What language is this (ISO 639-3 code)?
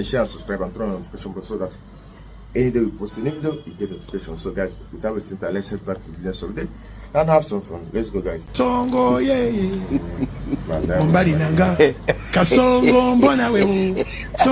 pcm